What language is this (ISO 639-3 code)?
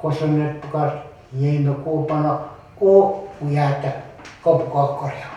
pon